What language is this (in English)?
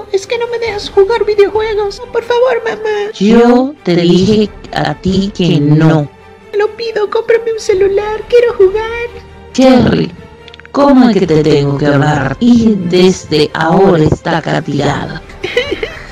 Spanish